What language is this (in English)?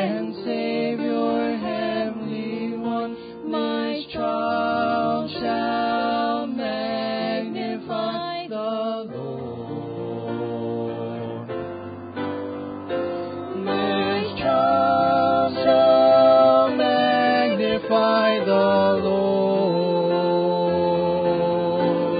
English